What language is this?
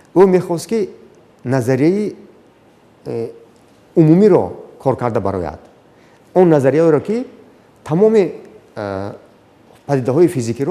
Tajik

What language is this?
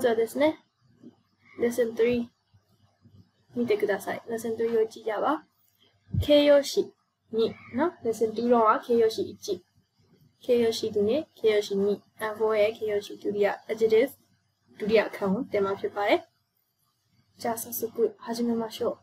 Burmese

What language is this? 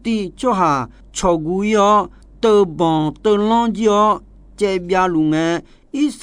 Akha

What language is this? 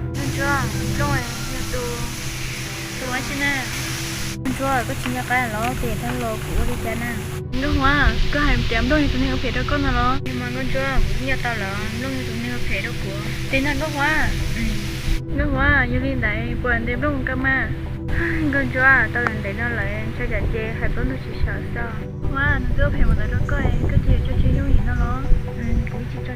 Hmong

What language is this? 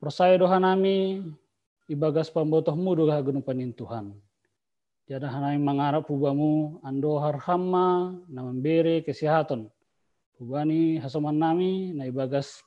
Batak Simalungun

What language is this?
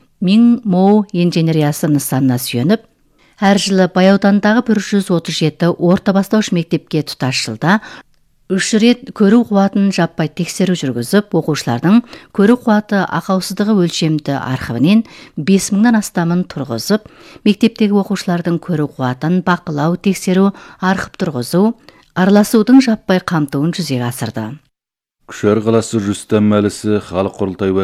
Kazakh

